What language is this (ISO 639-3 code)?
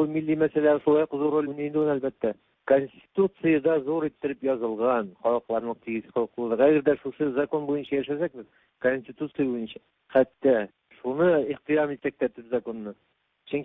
tat